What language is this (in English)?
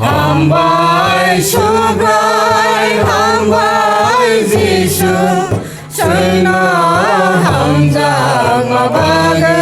Kok Borok